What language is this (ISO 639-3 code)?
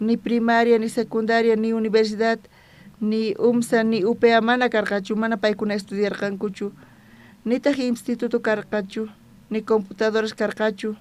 quh